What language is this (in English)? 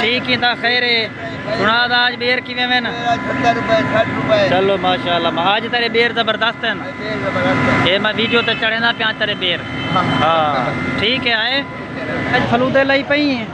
Saraiki